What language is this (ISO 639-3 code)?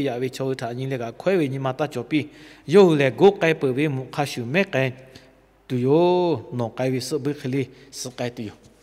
lhu